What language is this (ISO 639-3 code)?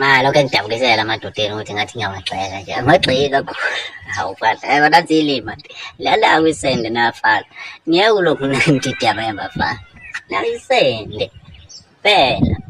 zul